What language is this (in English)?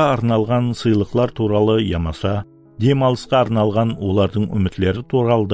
Kara-Kalpak